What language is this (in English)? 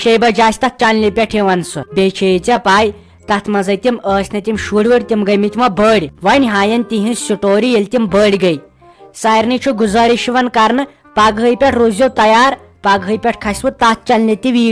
Kashmiri